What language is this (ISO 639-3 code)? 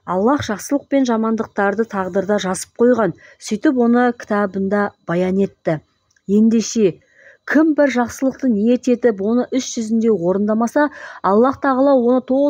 kaz